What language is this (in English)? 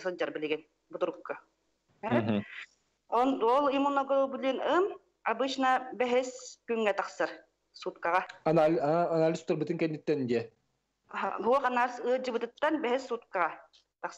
Yakut